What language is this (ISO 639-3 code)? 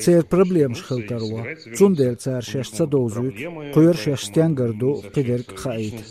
che